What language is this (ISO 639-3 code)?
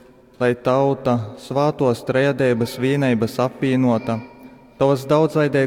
ltg